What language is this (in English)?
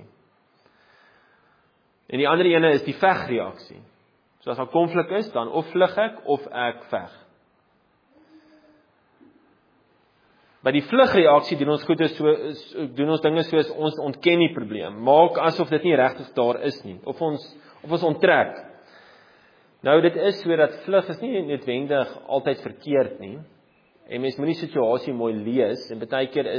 Afrikaans